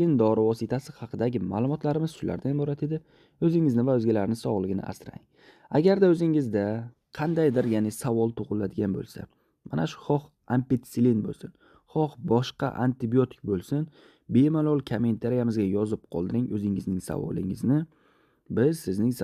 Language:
Uzbek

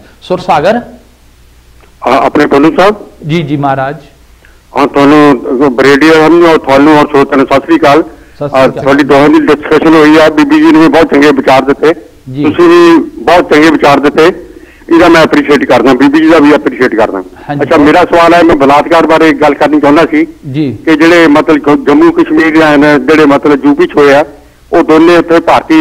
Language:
Punjabi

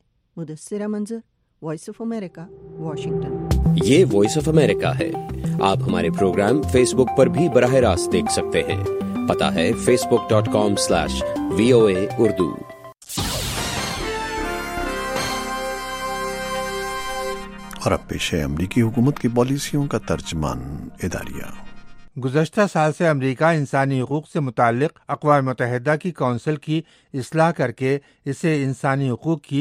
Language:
Urdu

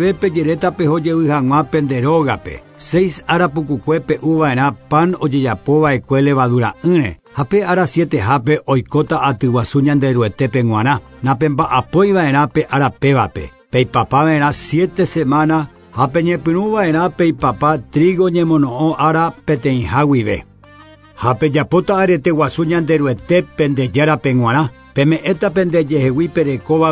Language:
Guarani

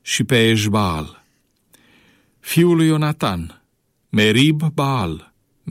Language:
Romanian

